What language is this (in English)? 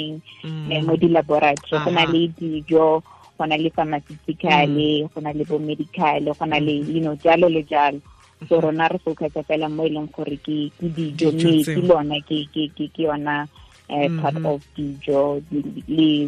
Tswana